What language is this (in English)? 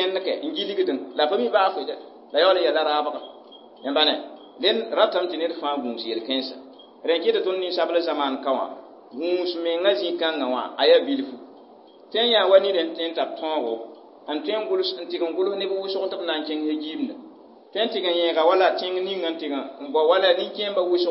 Mossi